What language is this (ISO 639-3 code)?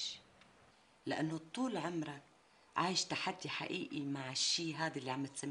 apc